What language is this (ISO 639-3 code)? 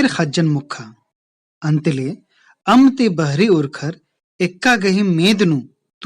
kru